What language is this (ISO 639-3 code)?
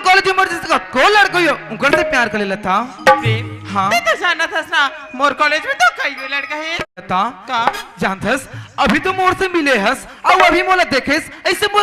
hne